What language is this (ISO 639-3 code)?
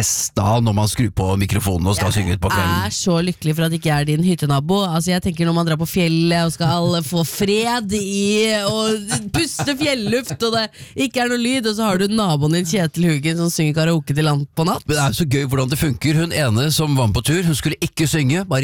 nor